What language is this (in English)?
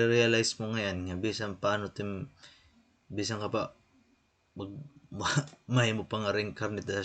Waray